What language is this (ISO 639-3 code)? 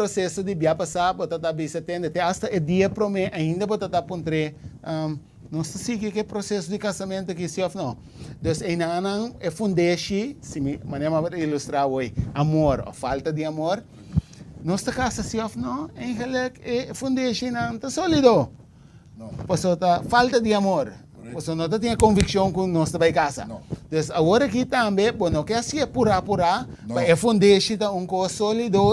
pap